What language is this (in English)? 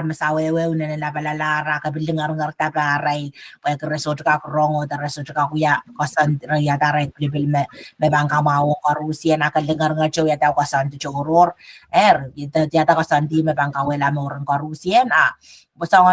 Pohnpeian